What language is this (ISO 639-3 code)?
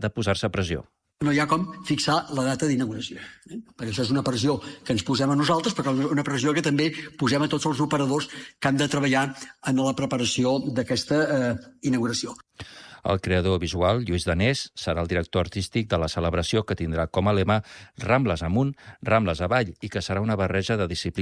cat